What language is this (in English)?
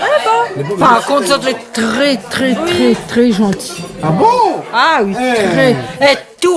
Réunion Creole French